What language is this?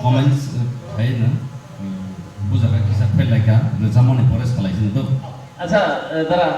Kok Borok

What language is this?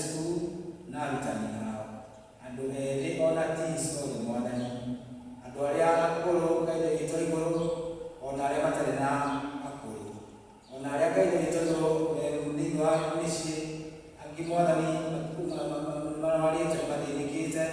Kikuyu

